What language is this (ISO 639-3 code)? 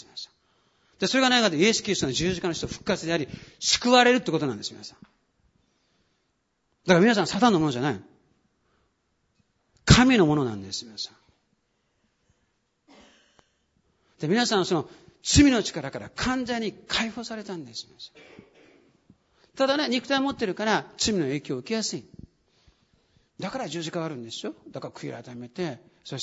jpn